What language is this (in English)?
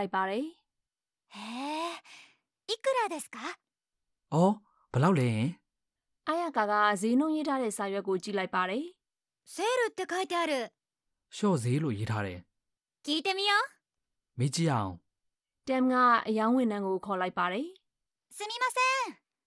Burmese